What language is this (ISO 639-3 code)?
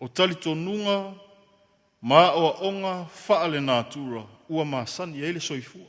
smo